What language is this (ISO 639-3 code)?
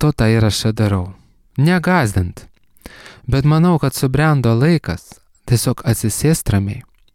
lit